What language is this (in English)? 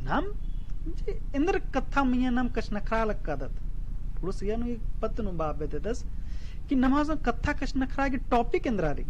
Kurukh